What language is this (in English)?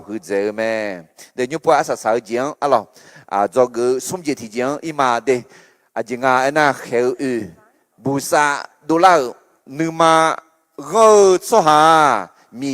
Akha